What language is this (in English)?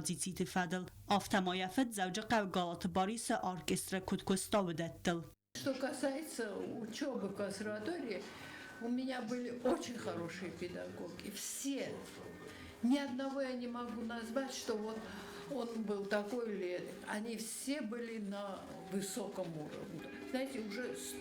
Ossetic